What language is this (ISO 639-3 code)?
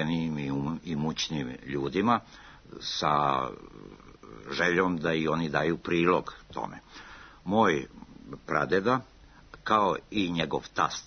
srp